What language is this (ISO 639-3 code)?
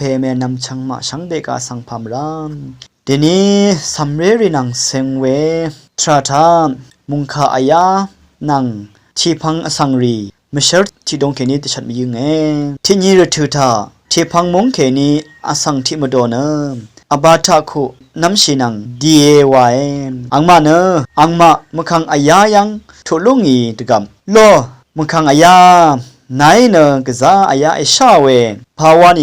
raw